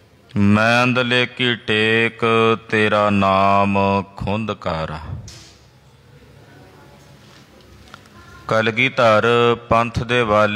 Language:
Punjabi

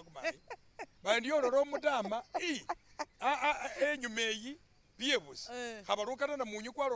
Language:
Masaaba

